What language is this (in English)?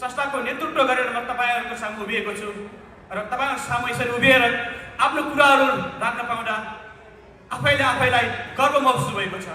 Nepali